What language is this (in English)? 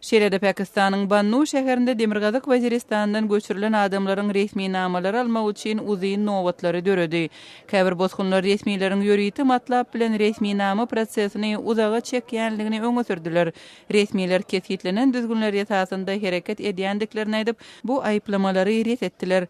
Turkmen